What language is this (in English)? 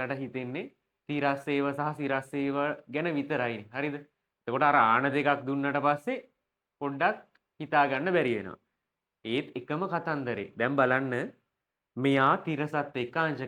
Sinhala